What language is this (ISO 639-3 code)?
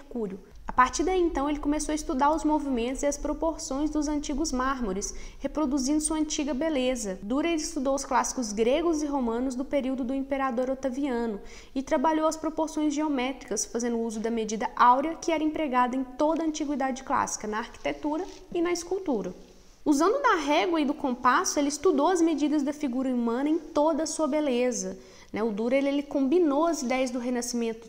por